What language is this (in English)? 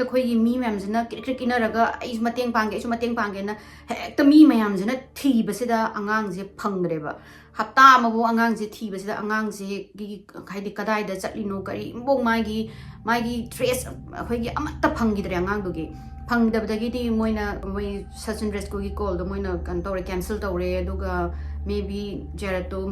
Manipuri